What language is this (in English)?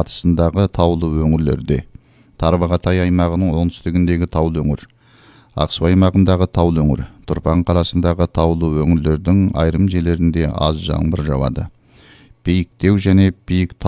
Kazakh